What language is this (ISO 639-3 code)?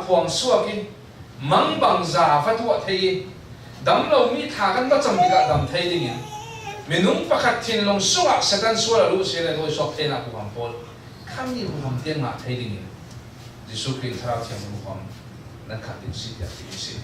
cfm